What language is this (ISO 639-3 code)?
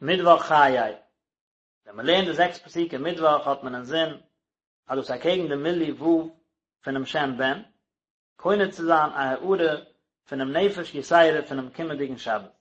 yid